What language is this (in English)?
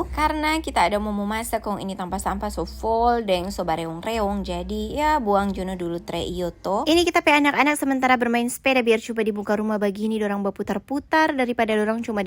Manado Malay